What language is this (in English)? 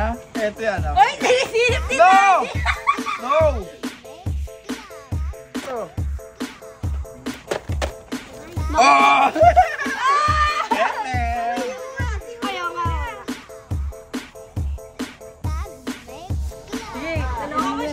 Filipino